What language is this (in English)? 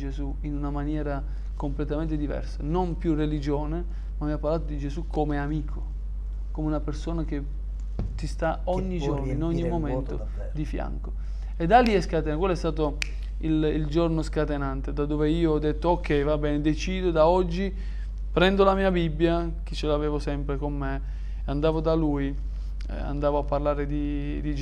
Italian